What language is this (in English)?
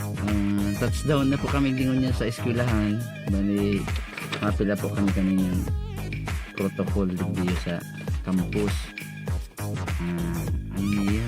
Bikol